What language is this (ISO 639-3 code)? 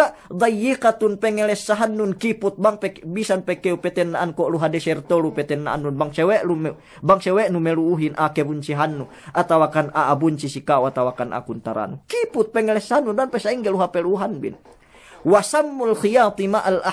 yka